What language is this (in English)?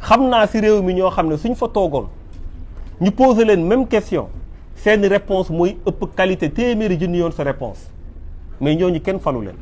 Wolof